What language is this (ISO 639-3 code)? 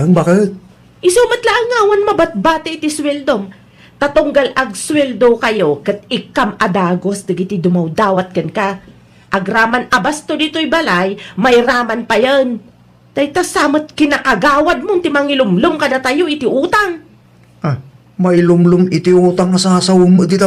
ilo